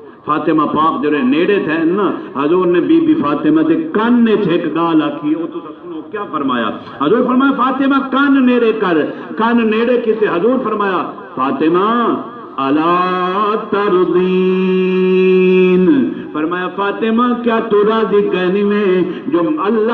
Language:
Saraiki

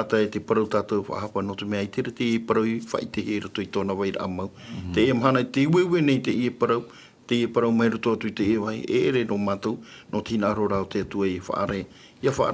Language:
Tahitian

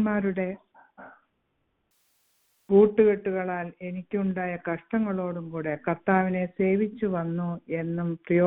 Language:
Malayalam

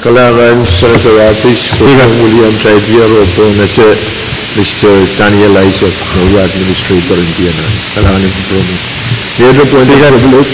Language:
Pohnpeian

